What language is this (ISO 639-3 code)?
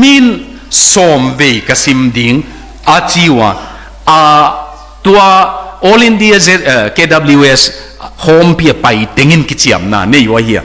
ctd